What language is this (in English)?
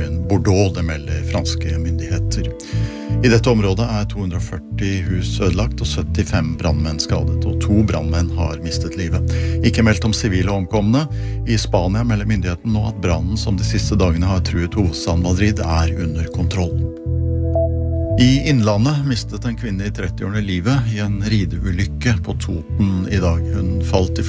Norwegian